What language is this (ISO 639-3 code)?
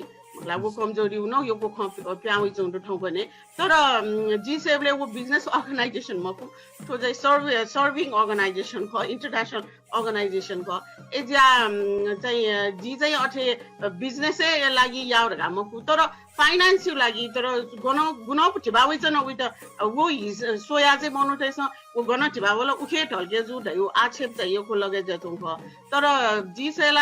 new